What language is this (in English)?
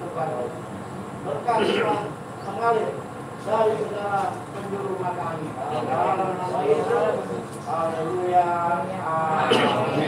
Indonesian